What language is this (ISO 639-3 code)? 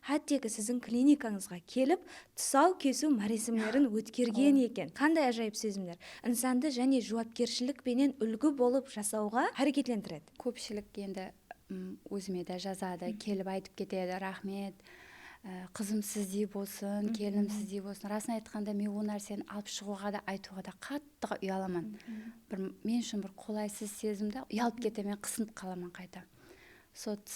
kaa